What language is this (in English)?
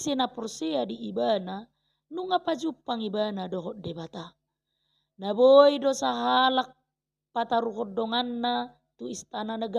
Batak Toba